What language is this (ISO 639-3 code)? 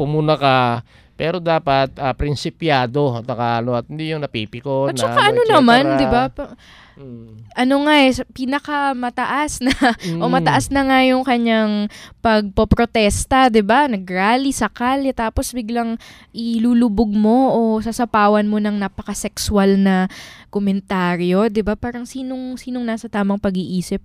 fil